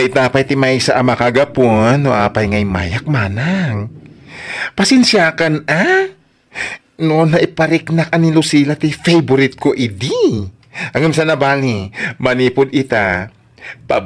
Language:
Iloko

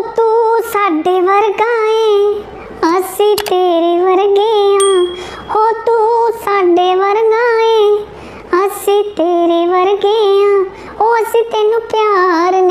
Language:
Dogri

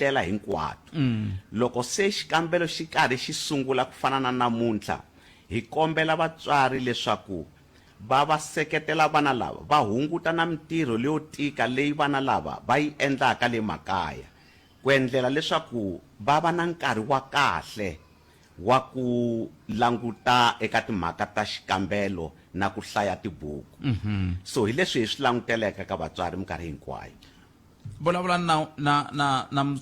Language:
Tsonga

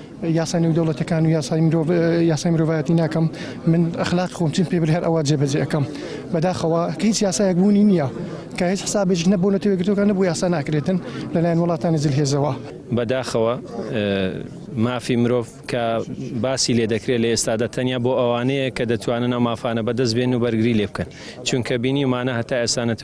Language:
Central Kurdish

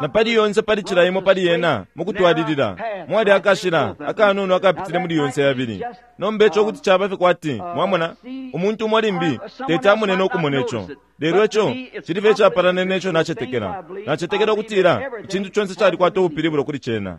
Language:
Bemba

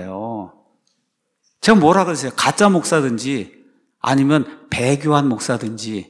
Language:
Korean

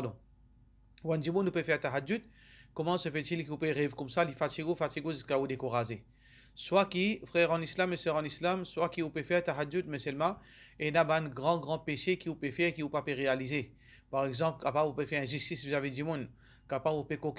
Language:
Morisyen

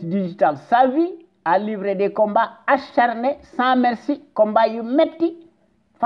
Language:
Wolof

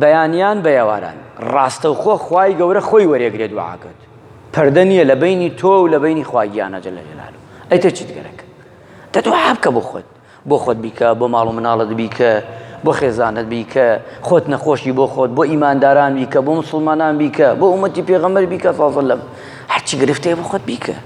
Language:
Central Kurdish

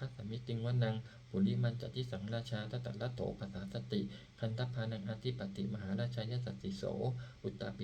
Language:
Pali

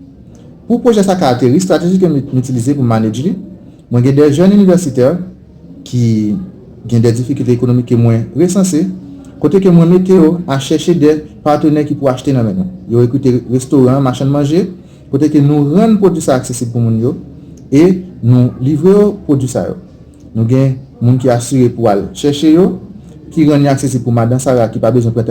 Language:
Haitian Creole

